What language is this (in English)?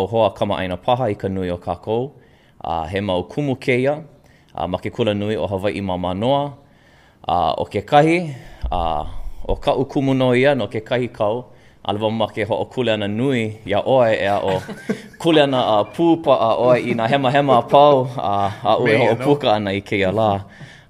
Hawaiian